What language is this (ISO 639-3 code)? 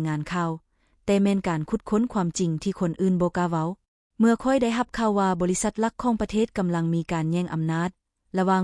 lao